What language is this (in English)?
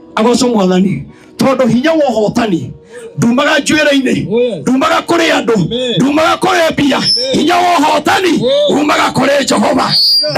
Kikuyu